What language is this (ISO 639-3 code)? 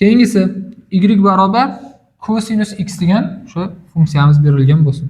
uzb